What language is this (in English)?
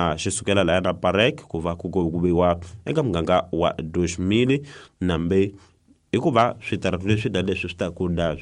Tsonga